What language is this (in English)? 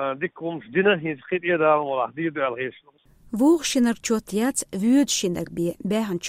Chechen